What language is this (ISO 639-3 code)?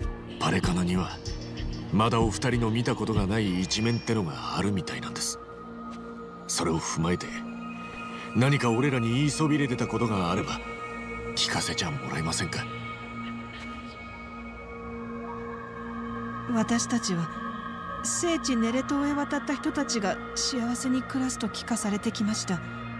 jpn